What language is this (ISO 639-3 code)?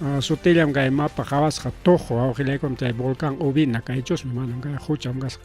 quy